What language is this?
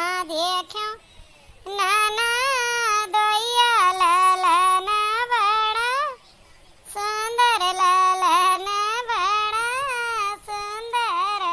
Awadhi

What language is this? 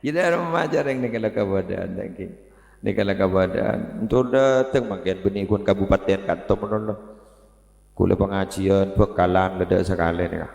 Madurese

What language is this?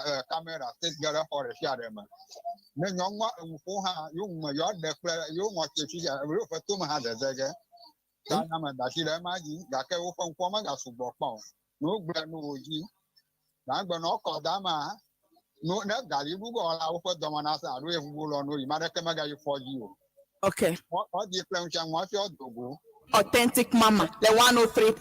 Ewe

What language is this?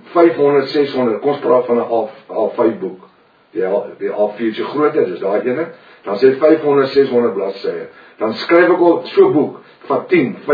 Afrikaans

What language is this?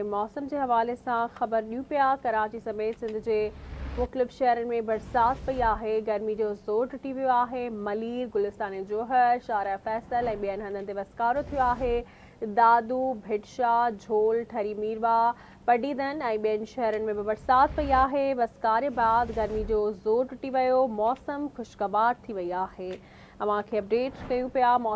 Sindhi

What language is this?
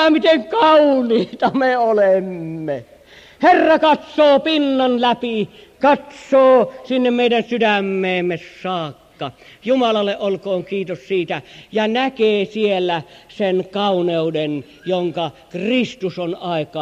Finnish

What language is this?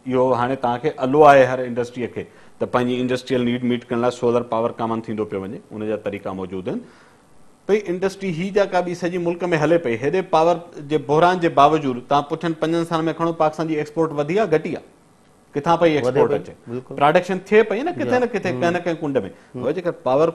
Sindhi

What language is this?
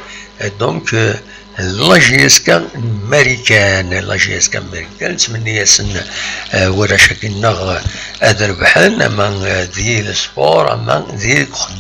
Kabyle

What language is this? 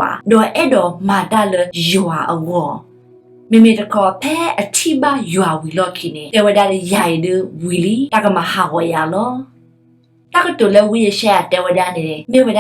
S'gaw Karen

